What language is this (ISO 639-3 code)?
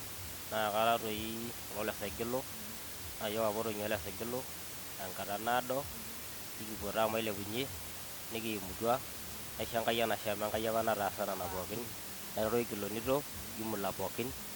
mas